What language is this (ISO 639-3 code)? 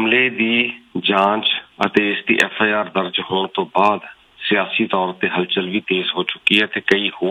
pan